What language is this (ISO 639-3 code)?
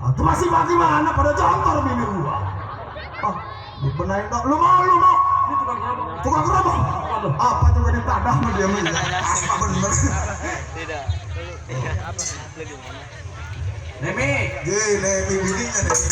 bew